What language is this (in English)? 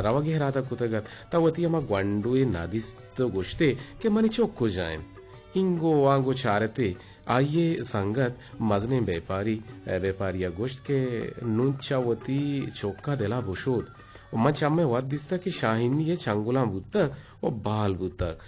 Eastern Balochi